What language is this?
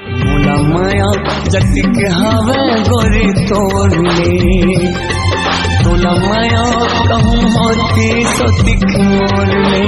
Chhattisgarhi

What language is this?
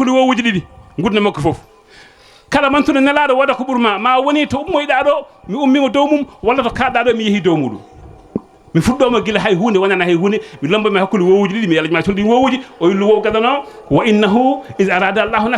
Fula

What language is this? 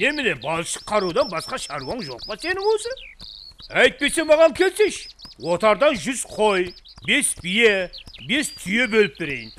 Kara-Kalpak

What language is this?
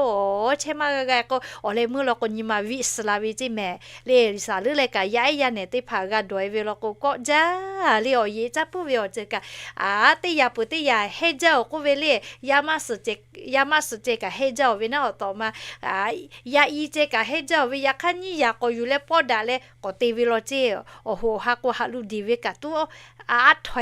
Lahu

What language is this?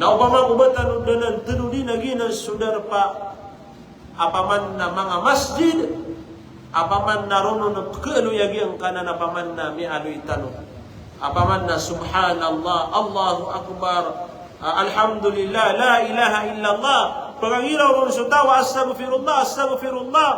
Maranao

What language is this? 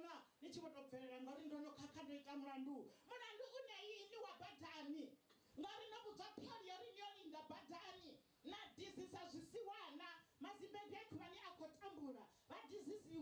Venda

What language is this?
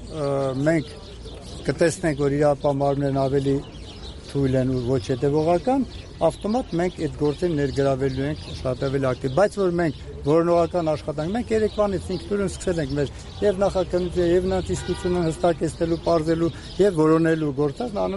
Armenian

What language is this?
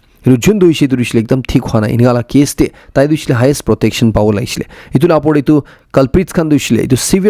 Naga Pidgin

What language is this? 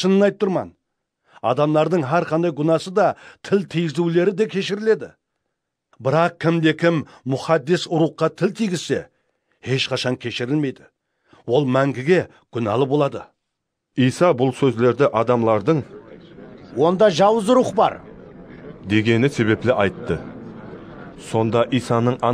Kara-Kalpak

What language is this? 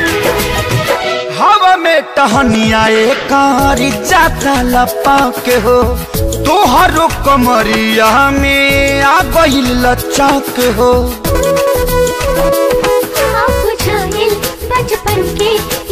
Bhojpuri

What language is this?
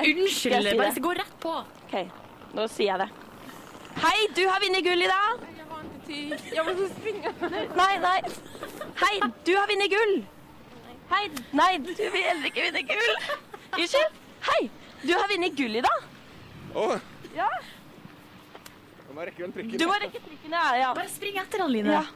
Norwegian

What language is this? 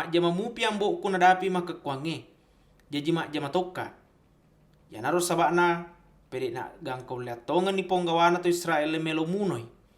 Buginese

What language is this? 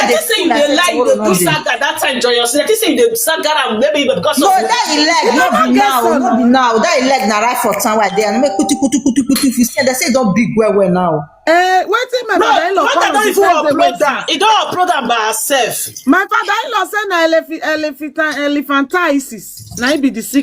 Nigerian Pidgin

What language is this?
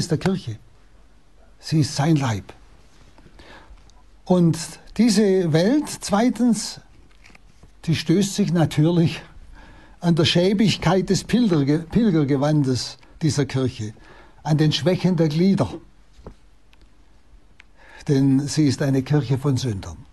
German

